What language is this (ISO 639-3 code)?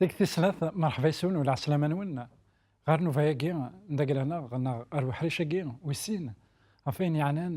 kab